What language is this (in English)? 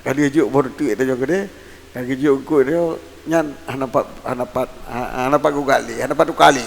Achinese